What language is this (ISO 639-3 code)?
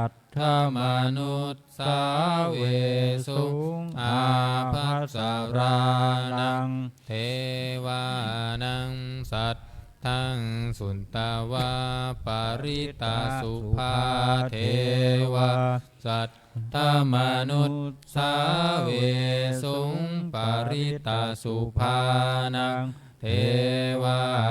pli